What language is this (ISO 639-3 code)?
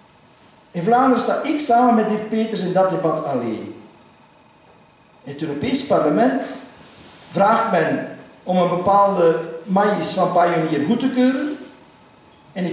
nld